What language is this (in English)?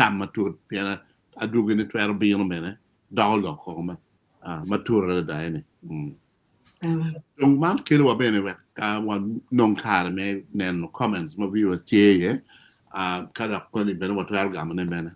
Acoli